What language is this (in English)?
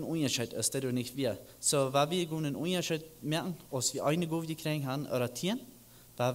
Plautdietsch